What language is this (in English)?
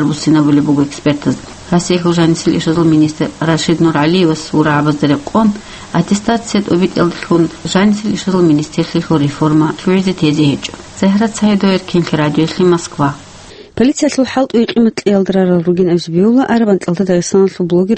Avaric